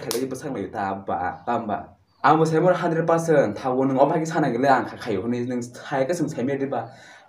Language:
Kok Borok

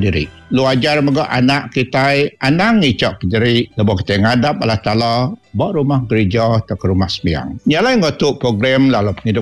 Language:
Iban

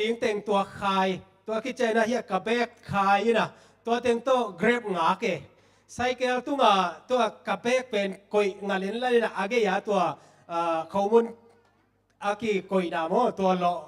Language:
Tedim Chin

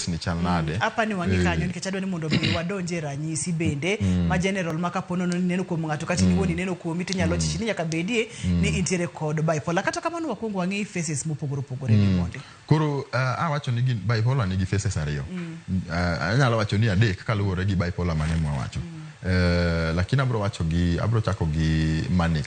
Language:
Luo (Kenya and Tanzania)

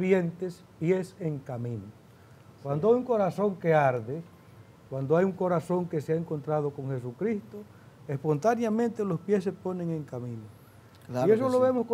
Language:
Spanish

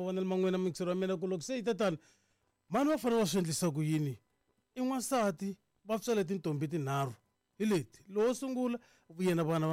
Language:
Tsonga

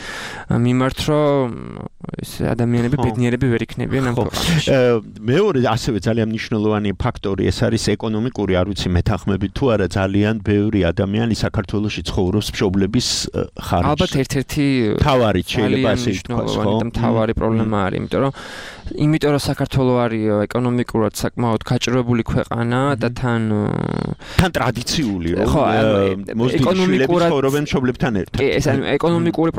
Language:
Georgian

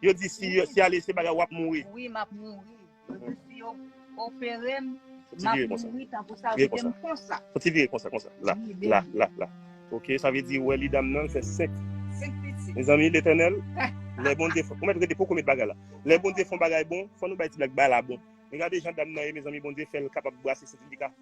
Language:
Haitian Creole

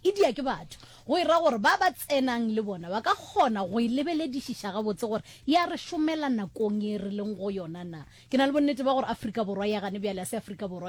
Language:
Northern Sotho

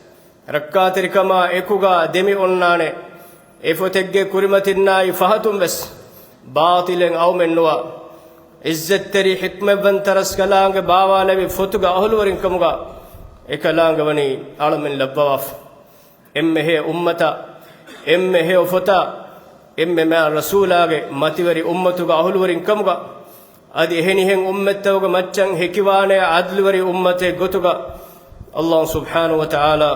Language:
Divehi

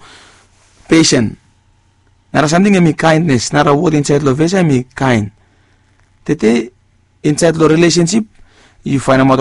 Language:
Bislama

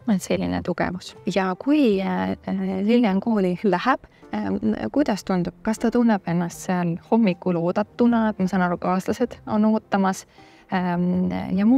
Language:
Estonian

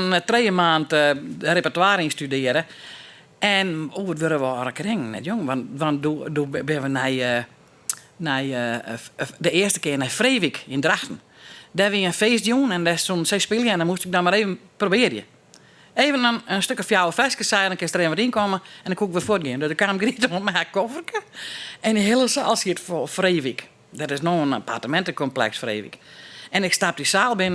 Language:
Western Frisian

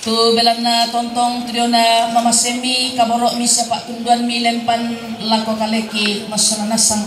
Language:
Toraja-Sa'dan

